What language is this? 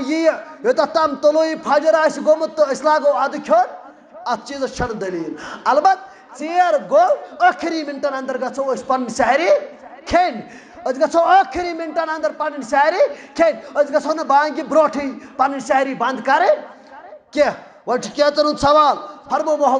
Kashmiri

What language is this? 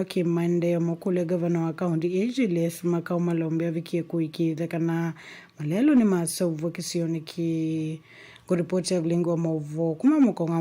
Kamba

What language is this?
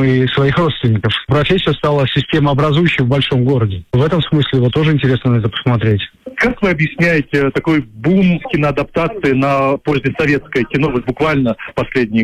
Russian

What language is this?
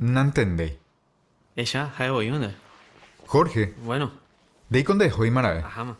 Guarani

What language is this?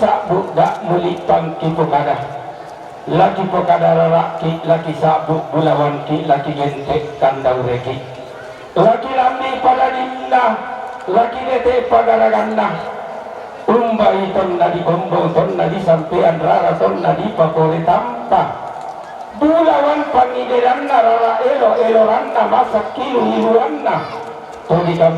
Toraja-Sa'dan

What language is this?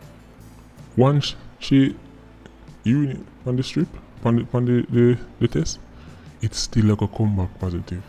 Jamaican Creole English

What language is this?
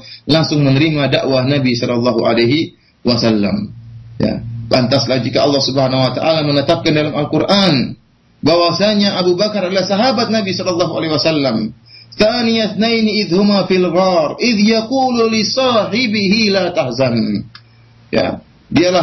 Indonesian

